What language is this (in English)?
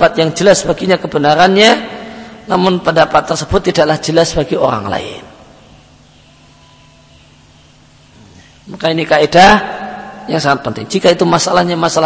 Indonesian